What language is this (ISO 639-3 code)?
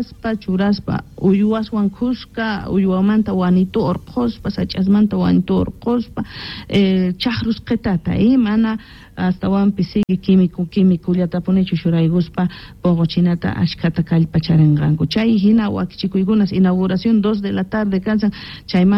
que